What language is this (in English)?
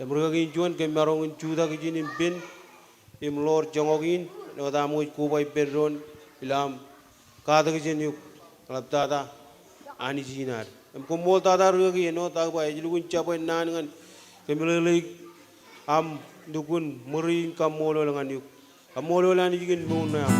Marshallese